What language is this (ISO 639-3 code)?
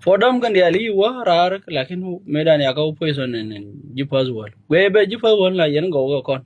nus